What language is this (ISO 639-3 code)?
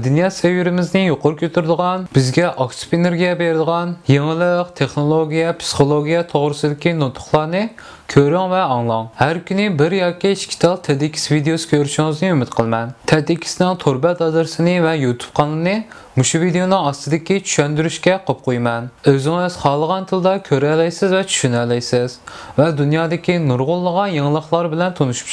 uig